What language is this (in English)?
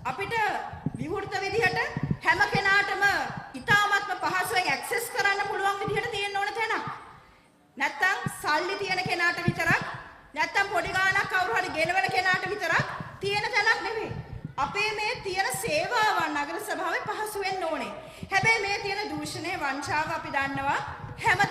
Sinhala